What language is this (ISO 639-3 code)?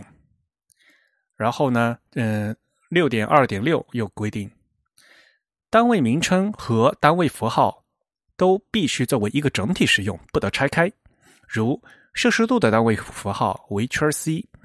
zho